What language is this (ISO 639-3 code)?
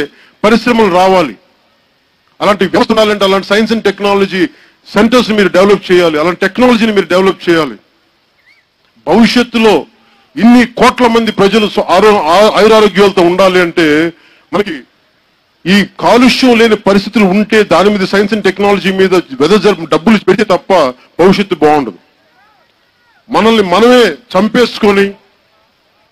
tel